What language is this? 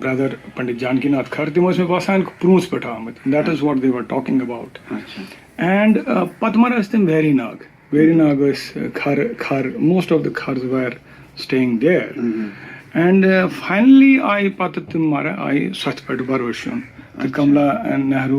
Kashmiri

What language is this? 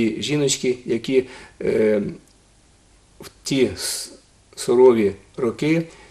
Ukrainian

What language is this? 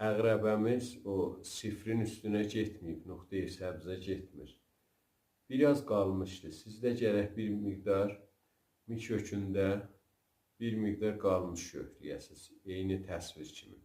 South Azerbaijani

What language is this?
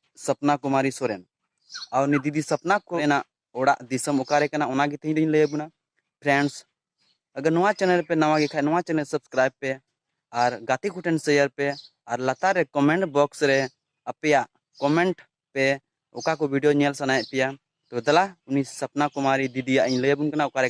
Santali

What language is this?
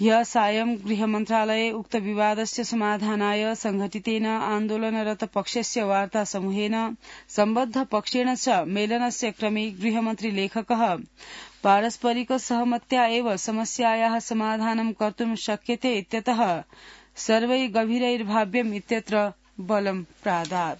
Sanskrit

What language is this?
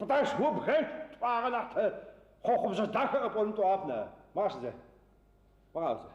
Adyghe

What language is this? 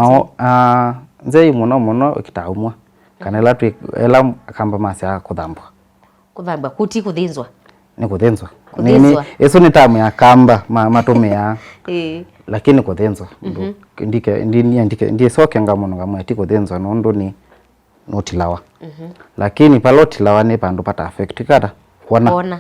Kamba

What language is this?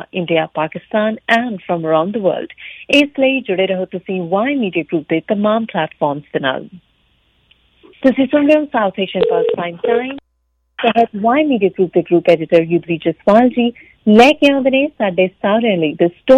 Punjabi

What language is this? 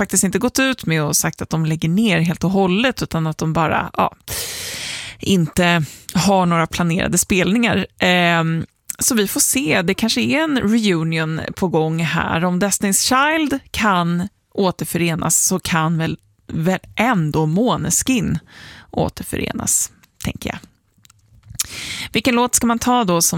Swedish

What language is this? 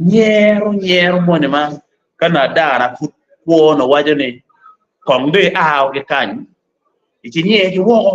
Acoli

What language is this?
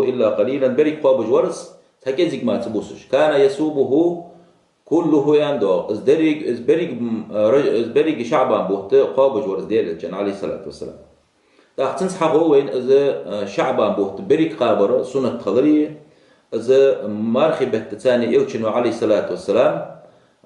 Ingush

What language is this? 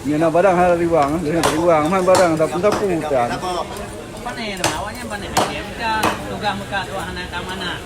Achinese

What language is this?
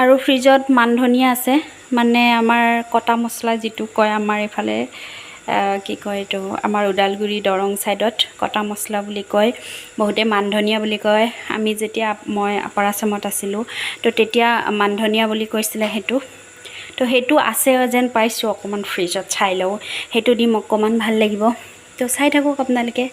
Assamese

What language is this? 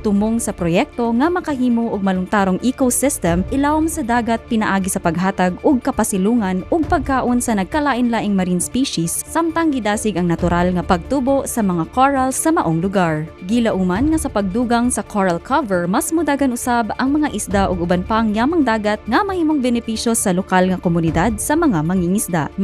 Cebuano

